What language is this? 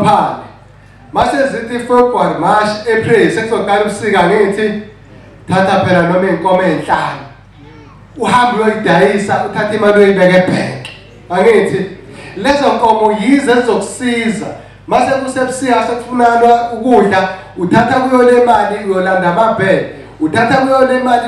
Zulu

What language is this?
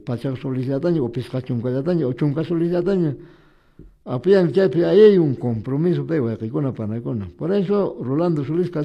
Quechua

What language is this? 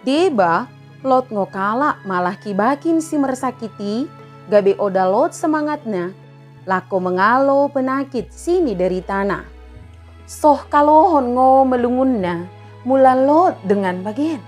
Batak Dairi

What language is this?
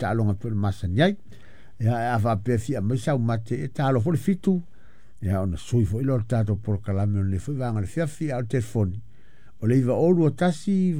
Samoan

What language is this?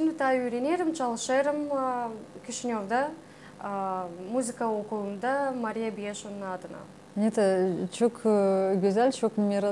Gagauz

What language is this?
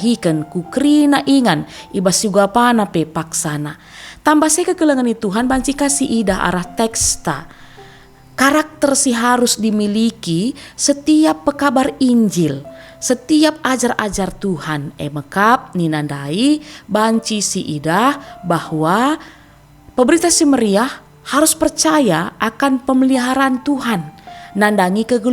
Batak Karo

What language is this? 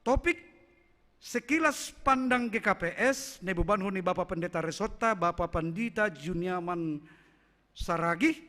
Batak Simalungun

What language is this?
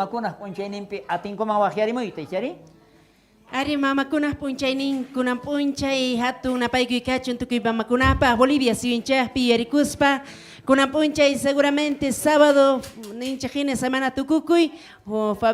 South Bolivian Quechua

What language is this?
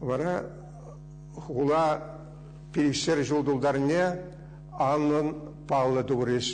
Chuvash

